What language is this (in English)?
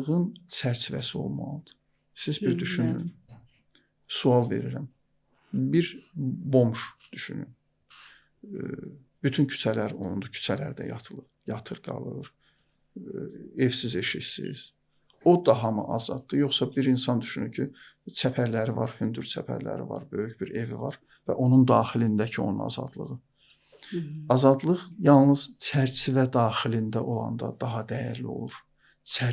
Azerbaijani